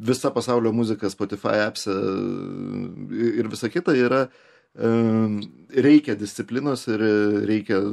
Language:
Lithuanian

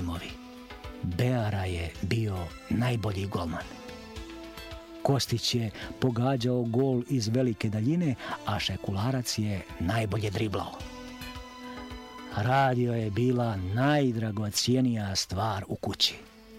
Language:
Serbian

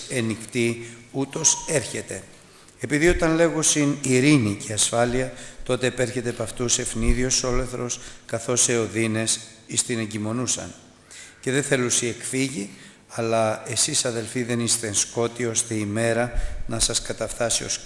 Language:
Greek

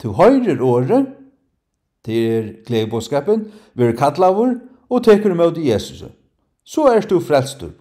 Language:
Faroese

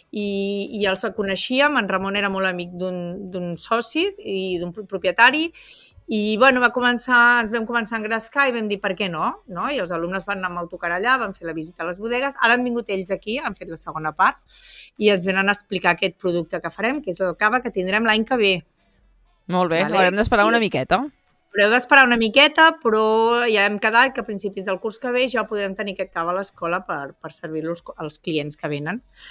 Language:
Catalan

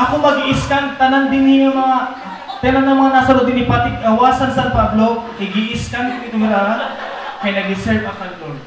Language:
Waray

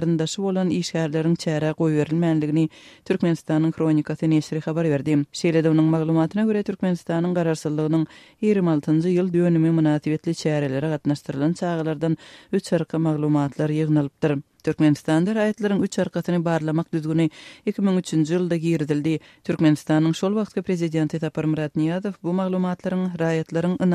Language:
Turkmen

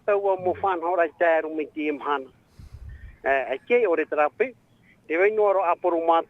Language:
Tahitian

